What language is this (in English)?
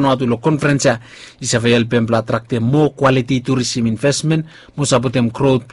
Bislama